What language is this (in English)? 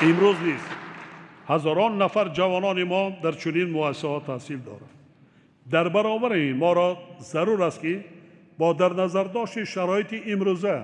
Tajik